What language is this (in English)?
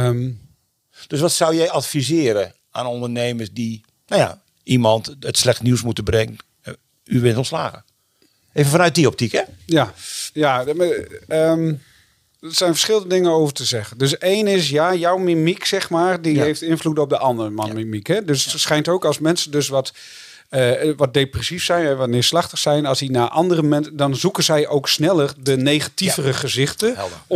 Dutch